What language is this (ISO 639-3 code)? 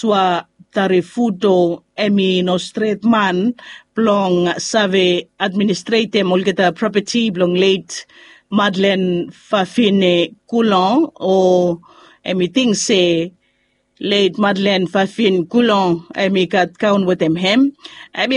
bis